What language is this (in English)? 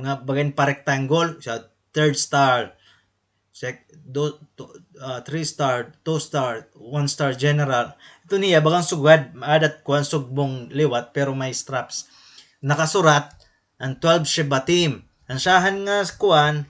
Waray